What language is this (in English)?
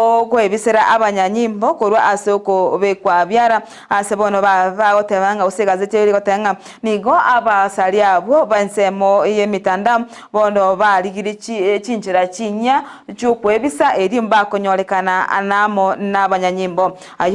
Gusii